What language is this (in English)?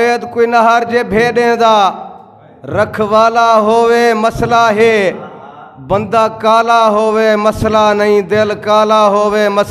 Saraiki